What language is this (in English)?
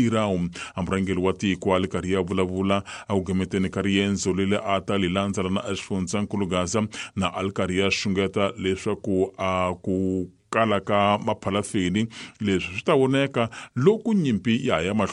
Tsonga